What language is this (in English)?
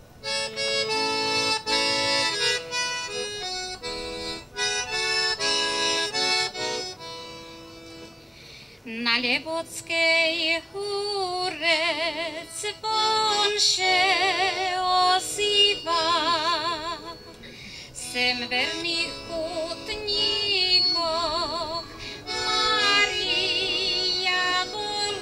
Slovak